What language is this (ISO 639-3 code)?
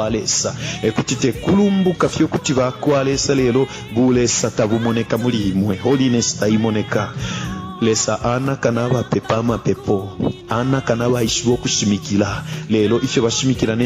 bem